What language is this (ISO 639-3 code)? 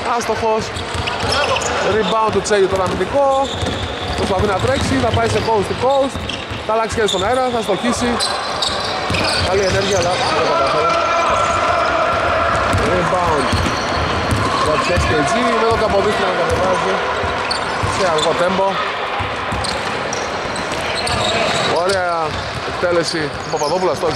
ell